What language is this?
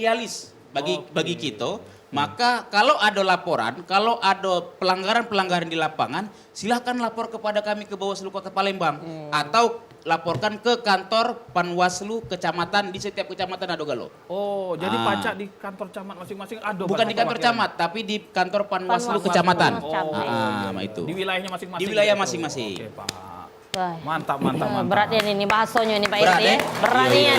Musi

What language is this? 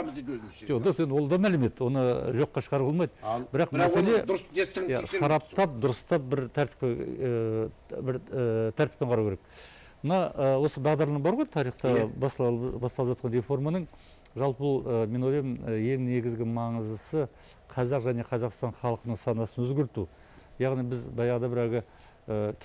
Kazakh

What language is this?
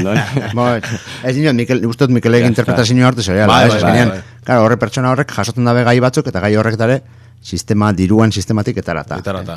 Basque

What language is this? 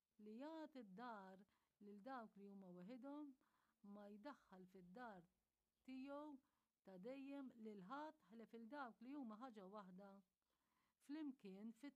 Maltese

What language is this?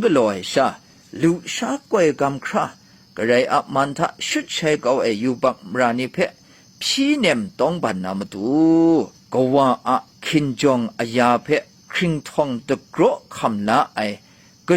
Kachin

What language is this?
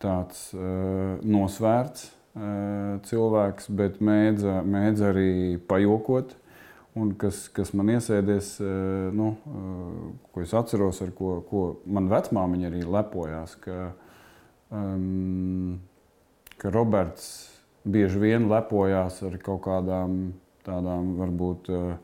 Latvian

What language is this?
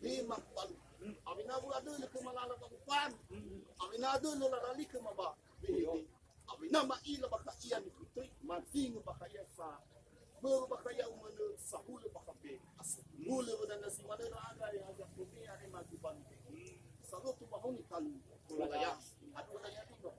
Nias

